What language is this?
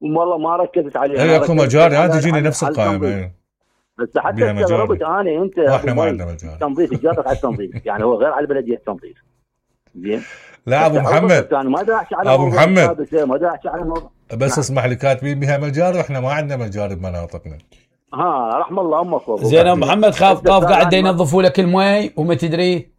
Mesopotamian Arabic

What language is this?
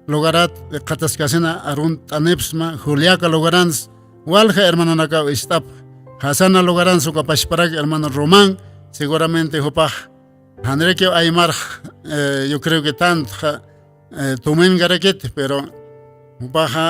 Aymara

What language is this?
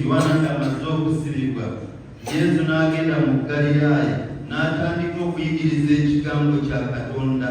Ganda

